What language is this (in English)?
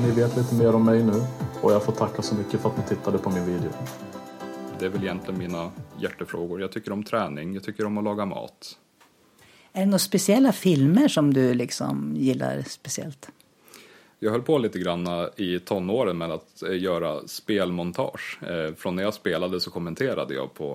Swedish